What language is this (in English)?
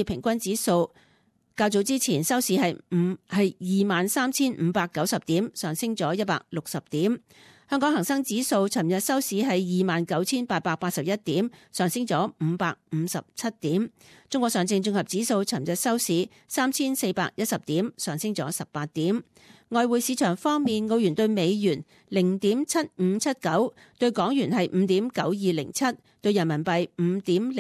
Cantonese